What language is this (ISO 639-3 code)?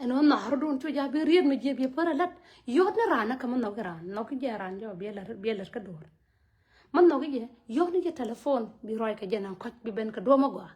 nus